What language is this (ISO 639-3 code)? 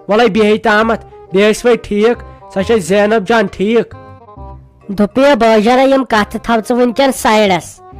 kas